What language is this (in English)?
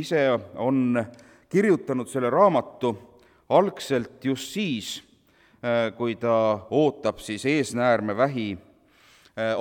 Estonian